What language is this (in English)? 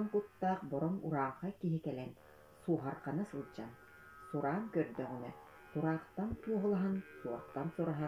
Yakut